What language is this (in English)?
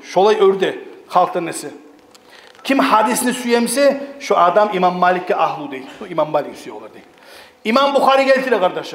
Kumyk